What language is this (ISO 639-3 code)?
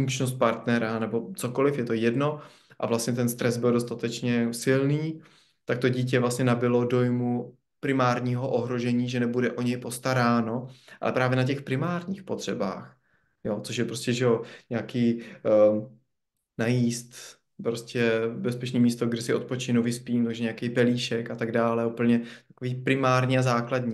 ces